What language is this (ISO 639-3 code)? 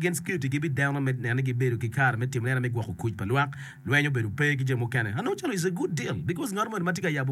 ach